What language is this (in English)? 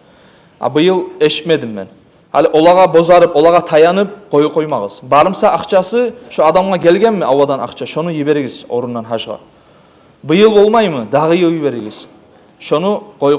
Kumyk